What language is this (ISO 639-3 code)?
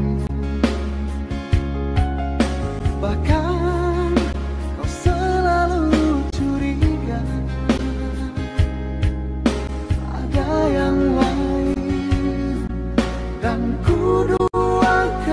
ind